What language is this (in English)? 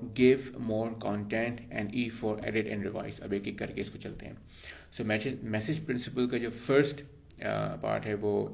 Hindi